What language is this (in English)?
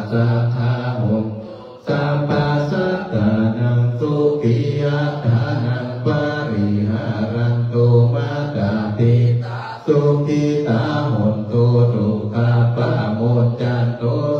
Pali